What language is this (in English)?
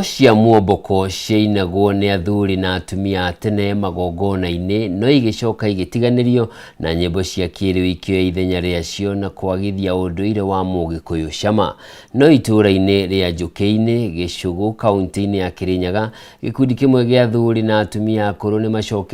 Kikuyu